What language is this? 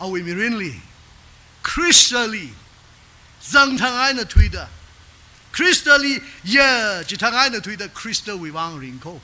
Tangkhul Naga (India)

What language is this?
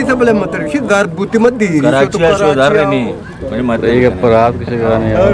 Eastern Balochi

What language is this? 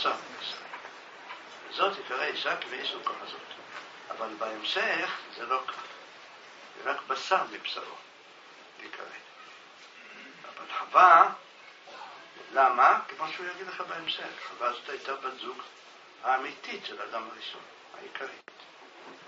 Hebrew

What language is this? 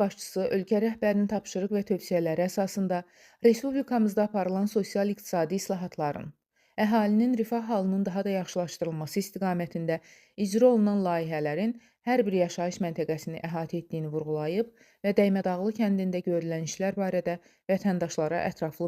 Azerbaijani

